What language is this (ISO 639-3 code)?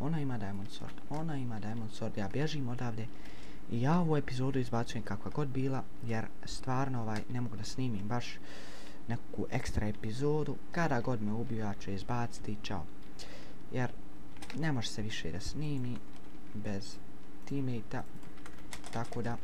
bos